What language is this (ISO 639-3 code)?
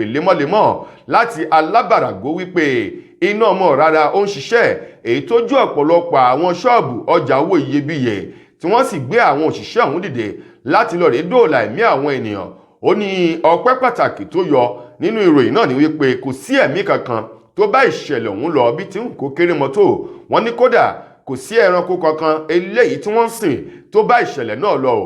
yor